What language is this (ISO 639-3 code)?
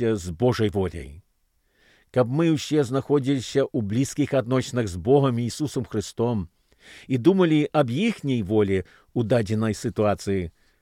bel